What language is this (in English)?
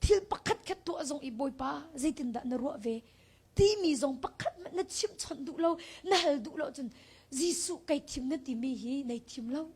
Hakha Chin